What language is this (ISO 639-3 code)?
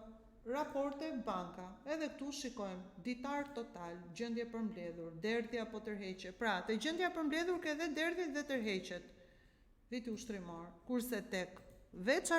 sqi